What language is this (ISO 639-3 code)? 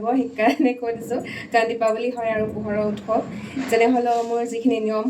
asm